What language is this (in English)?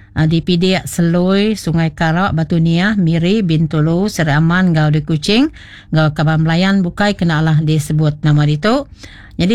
Iban